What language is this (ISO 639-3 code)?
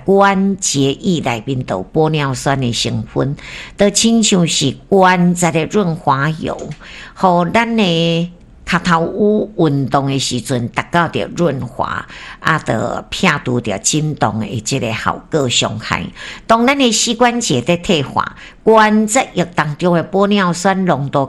nan